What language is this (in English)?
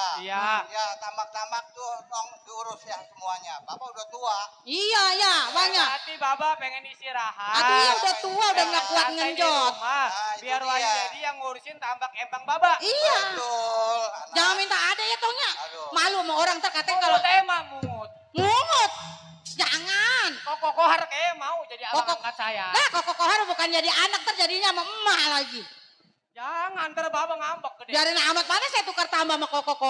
Betawi